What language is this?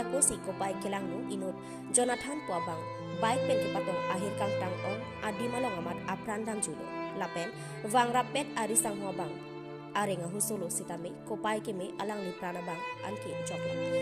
Karbi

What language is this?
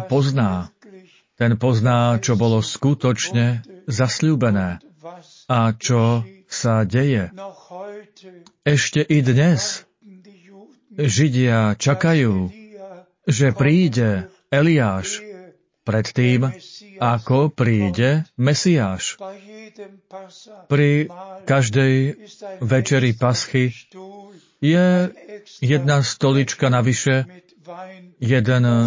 Slovak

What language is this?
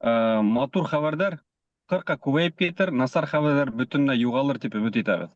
Bashkir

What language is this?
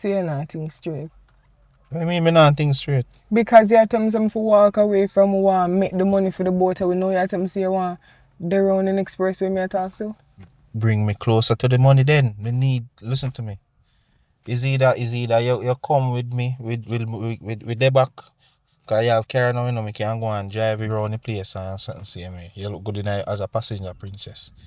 Jamaican Creole English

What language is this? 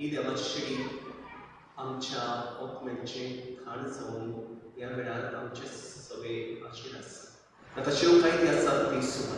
Konkani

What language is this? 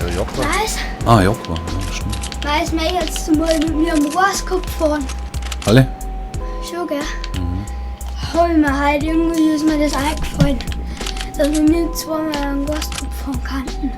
Bavarian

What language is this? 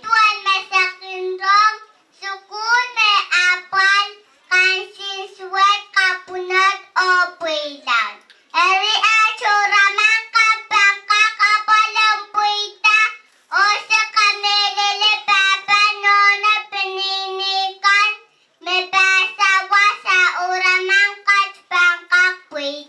Pohnpeian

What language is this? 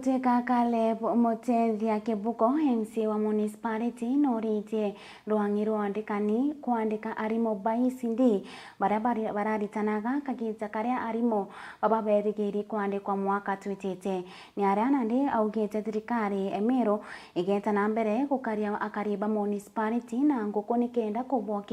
Meru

